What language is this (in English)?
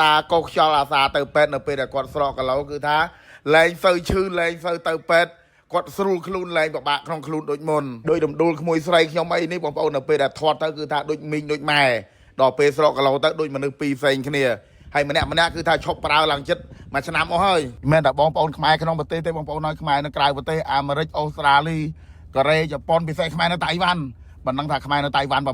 Khmer